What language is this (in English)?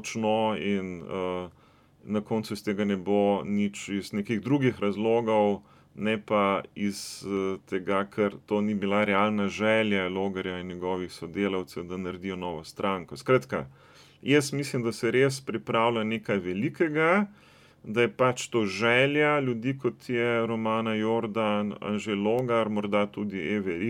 Slovenian